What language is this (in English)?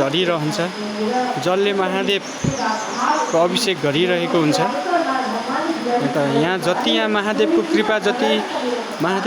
Nepali